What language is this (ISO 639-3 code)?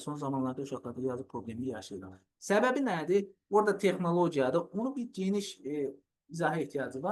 aze